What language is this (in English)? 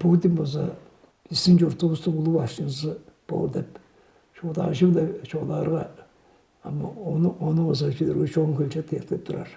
Tuvinian